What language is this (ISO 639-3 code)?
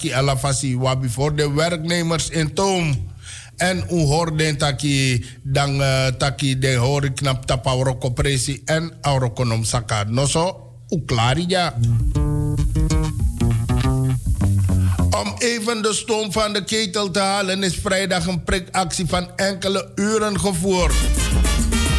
nld